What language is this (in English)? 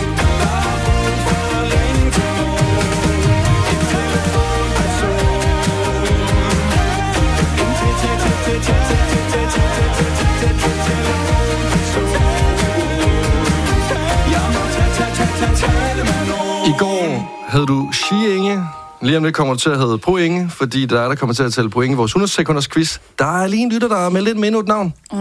Danish